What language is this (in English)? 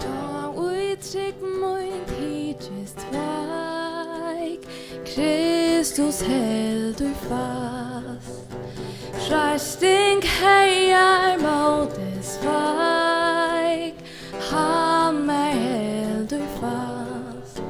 Faroese